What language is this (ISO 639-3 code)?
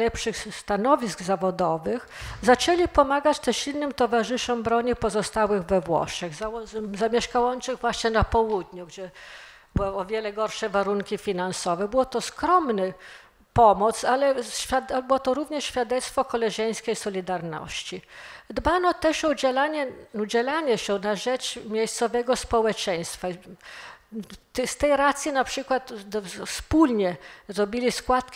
pol